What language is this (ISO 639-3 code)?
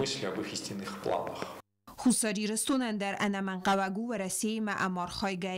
oss